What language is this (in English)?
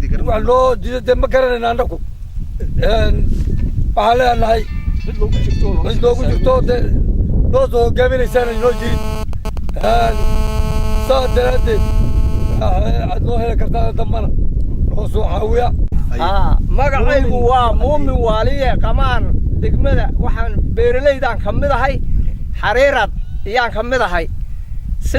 Somali